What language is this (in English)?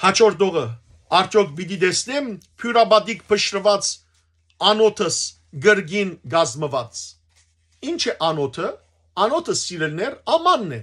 Western Armenian